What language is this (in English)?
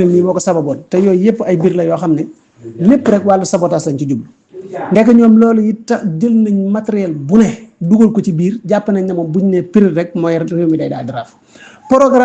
Wolof